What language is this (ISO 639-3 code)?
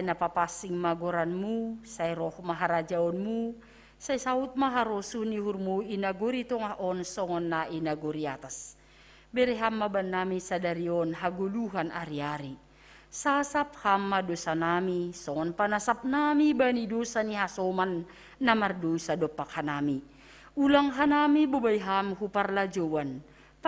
bts